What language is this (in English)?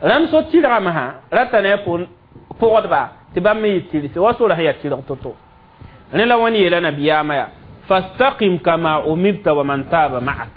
Mossi